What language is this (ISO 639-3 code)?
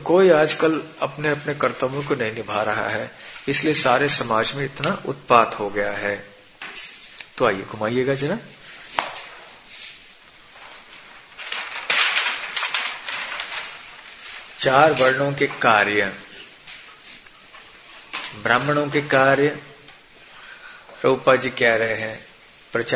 hin